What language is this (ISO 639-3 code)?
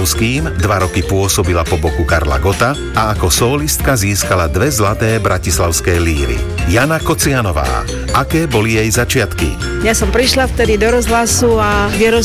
slk